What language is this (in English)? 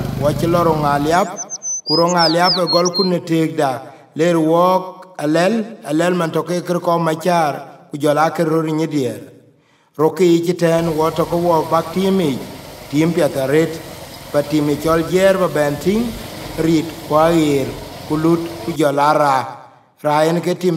Dinka